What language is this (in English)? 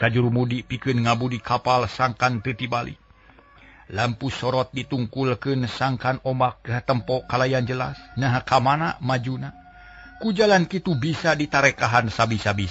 Sundanese